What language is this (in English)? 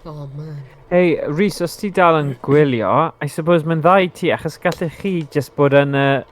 Welsh